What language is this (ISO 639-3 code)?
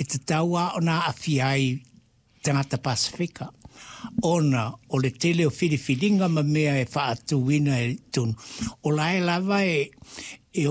smo